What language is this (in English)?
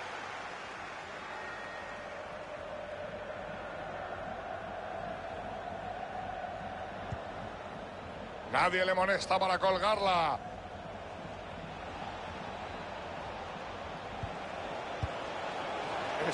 Spanish